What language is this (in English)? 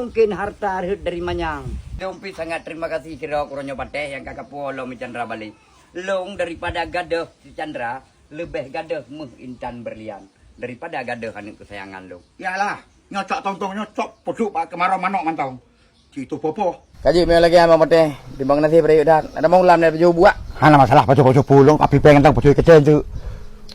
Achinese